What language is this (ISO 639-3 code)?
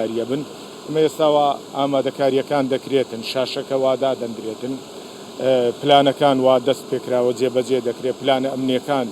ckb